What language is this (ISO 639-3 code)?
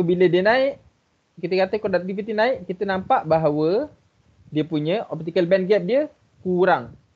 msa